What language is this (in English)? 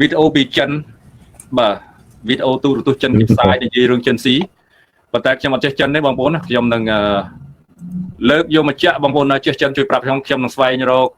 Khmer